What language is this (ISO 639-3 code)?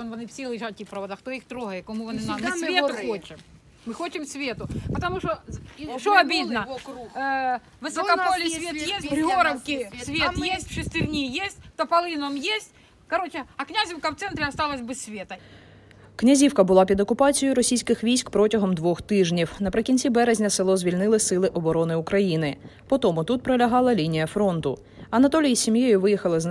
ukr